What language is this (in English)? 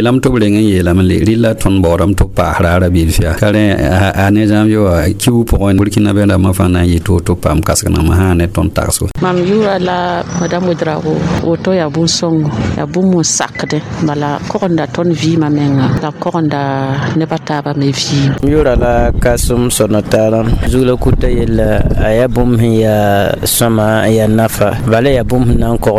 Mossi